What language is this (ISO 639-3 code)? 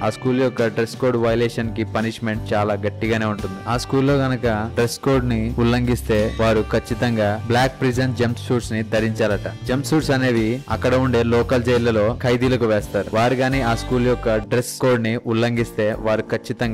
tel